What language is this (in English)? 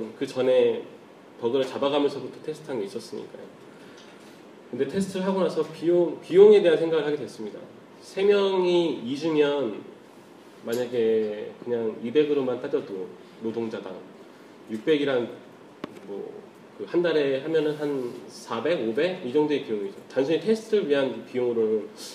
Korean